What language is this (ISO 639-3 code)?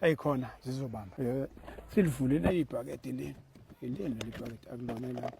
zul